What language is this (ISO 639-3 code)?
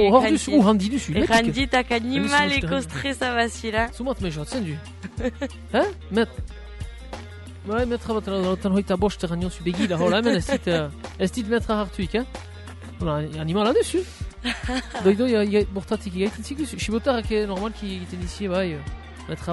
eus